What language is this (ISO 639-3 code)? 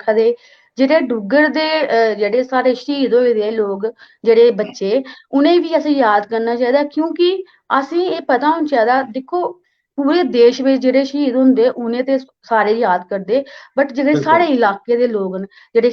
doi